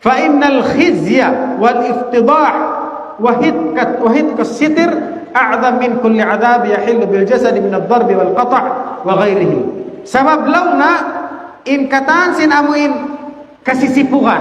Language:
Tausug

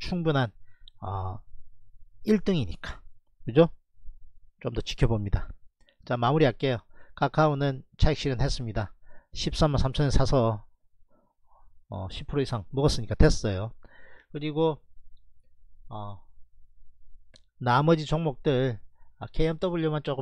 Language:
Korean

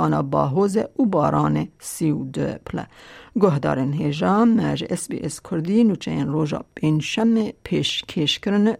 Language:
Kurdish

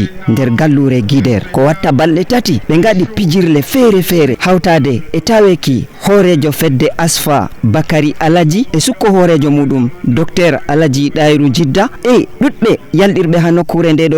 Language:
Fula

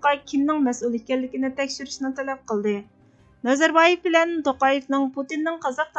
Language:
Uyghur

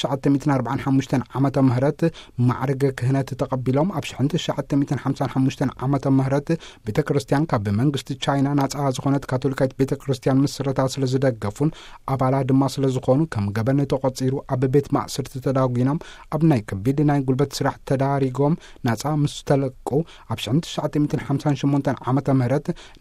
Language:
Tigrinya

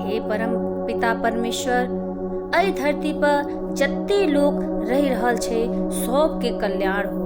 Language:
Maithili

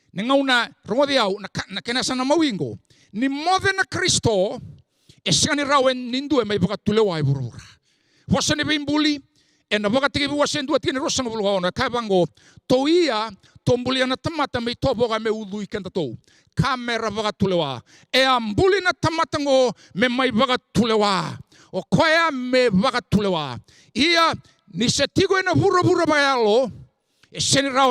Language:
Fijian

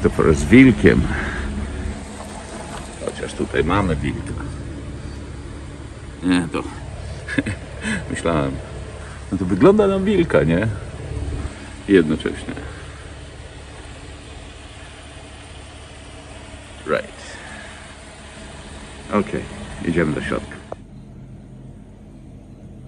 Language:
Polish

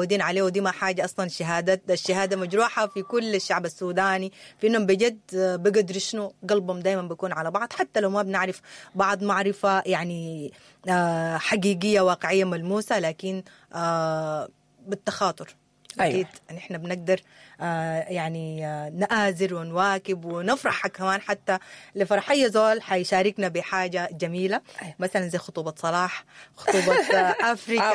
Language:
Sudanese Arabic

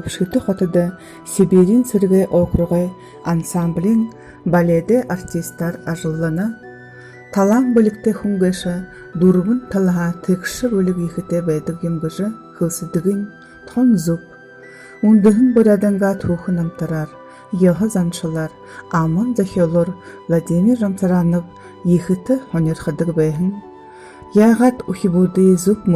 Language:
Buriat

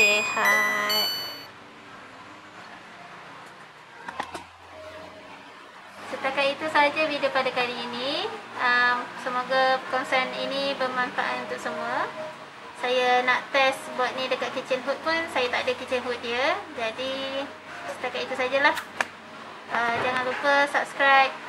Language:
Malay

